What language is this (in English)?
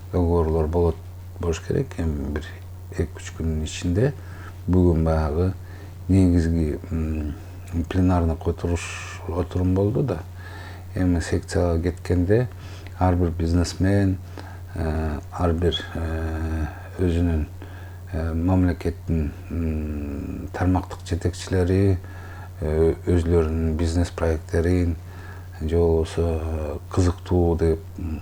Kyrgyz